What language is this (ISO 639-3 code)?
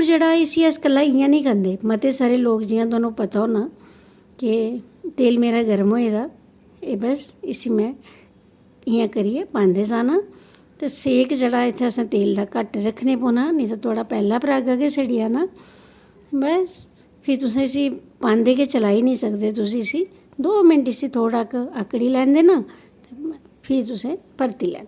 doi